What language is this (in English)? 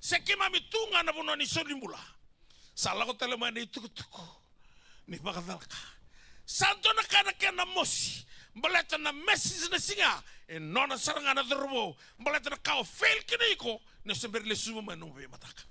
Fijian